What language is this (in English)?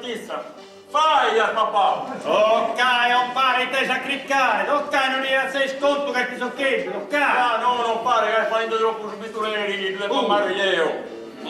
Sardinian